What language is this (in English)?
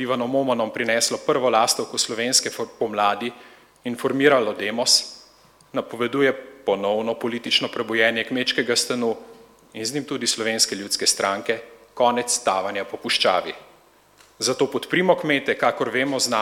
Slovenian